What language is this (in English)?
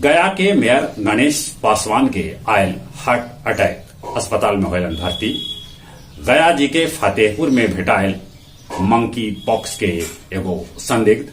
Magahi